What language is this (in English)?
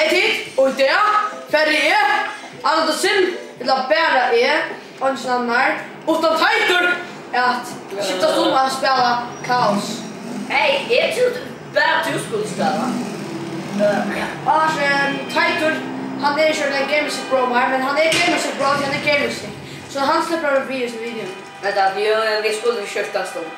Faroese